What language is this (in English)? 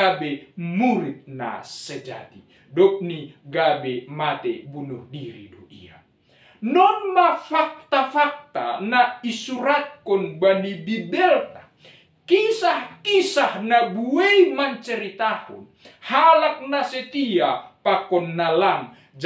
Batak Simalungun